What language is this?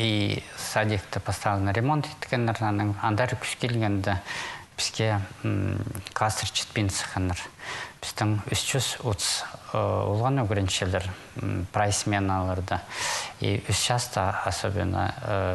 Khakas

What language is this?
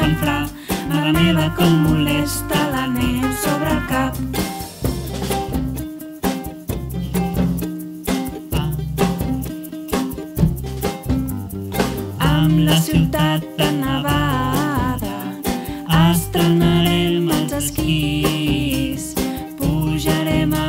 Catalan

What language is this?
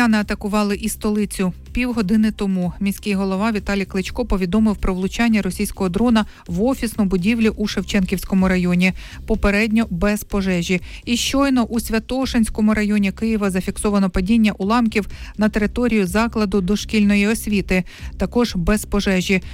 Ukrainian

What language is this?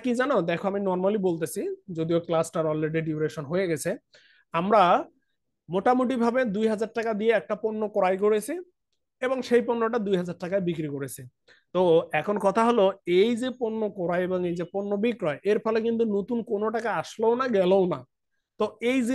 Bangla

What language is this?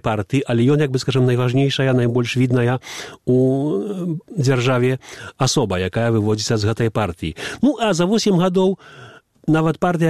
Belarusian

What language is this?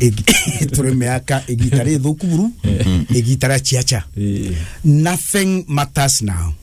Meru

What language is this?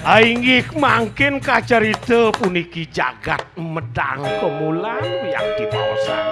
Balinese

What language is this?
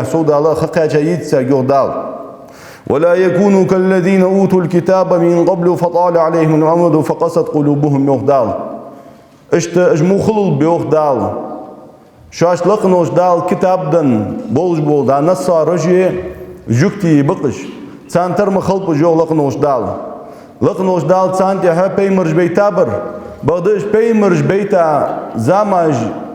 Ingush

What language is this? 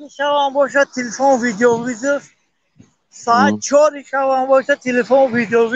Tajik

